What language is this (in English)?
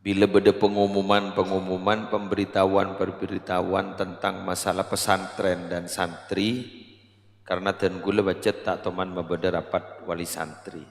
Madurese